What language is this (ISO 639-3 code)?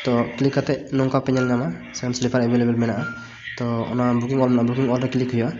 sat